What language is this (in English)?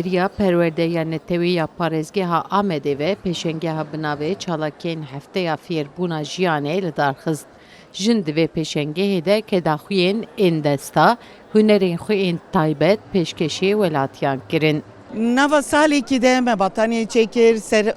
Kurdish